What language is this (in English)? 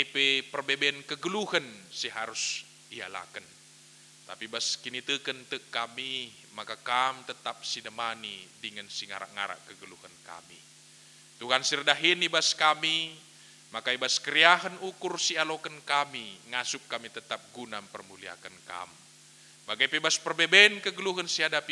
Batak Karo